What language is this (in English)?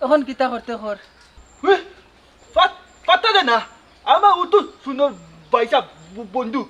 Sylheti